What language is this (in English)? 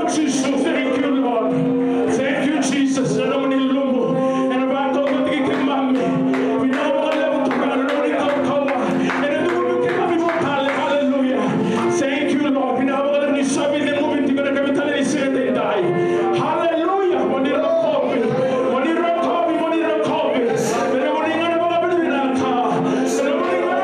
Fijian